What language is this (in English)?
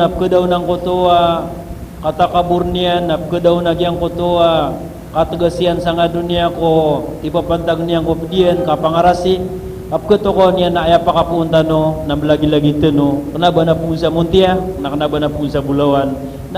Maranao